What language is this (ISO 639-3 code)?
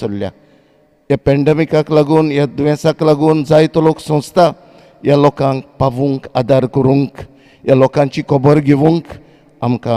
kok